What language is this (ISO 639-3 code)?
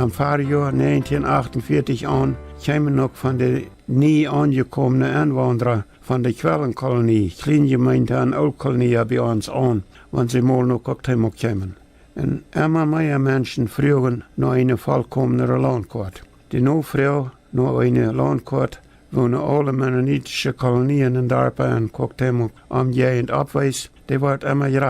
pdt